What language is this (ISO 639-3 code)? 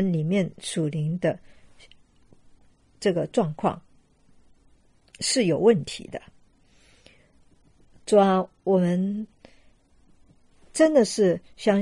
zho